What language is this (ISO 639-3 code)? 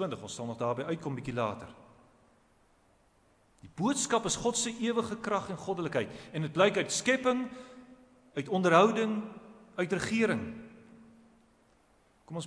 afr